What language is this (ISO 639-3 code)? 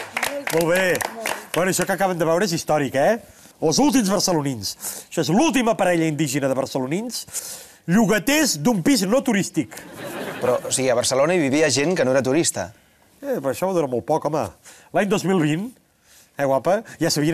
cat